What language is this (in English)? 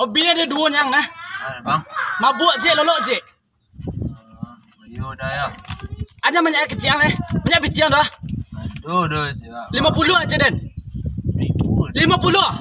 Minangkabau